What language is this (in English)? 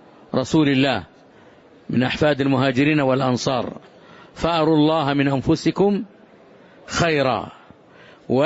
Arabic